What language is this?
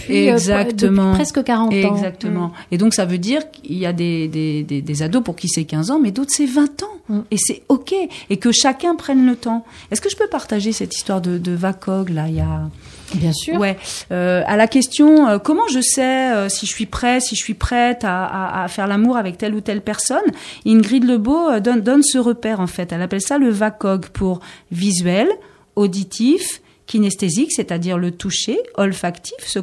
French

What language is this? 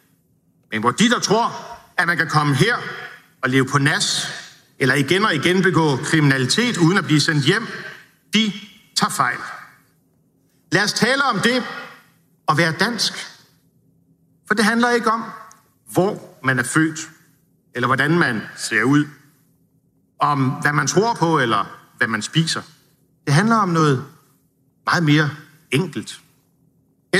Danish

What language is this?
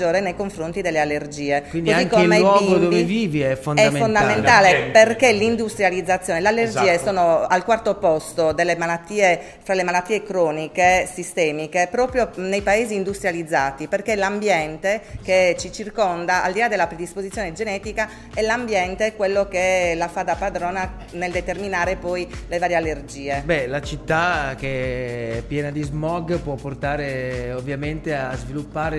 Italian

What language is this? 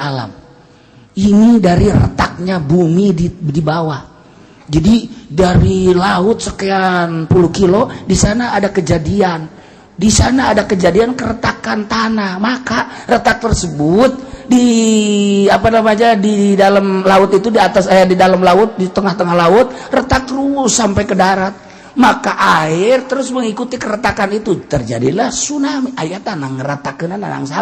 Sundanese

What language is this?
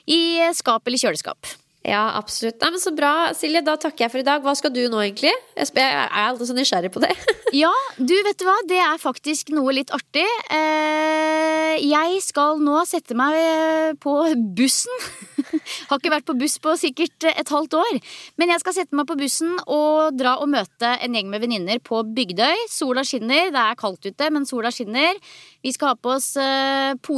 Norwegian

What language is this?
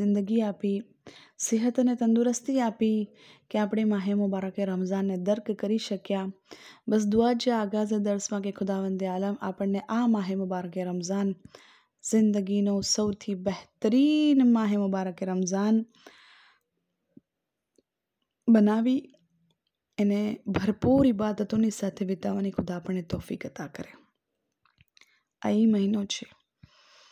Gujarati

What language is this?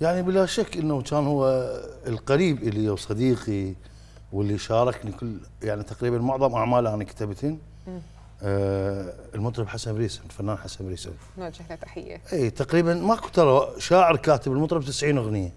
Mesopotamian Arabic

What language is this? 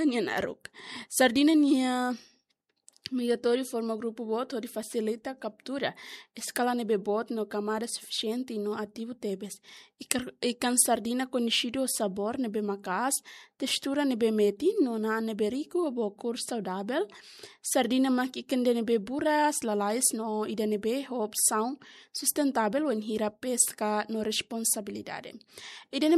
Tetum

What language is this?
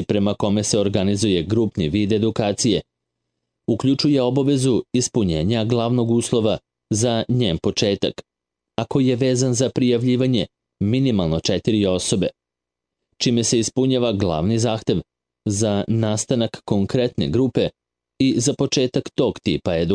Serbian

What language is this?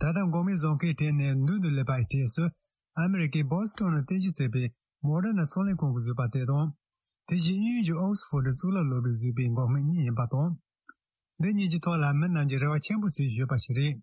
Tibetan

